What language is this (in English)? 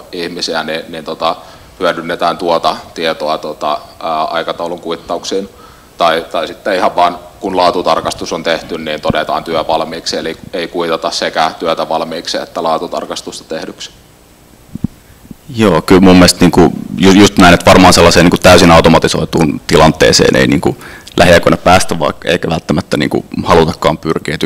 Finnish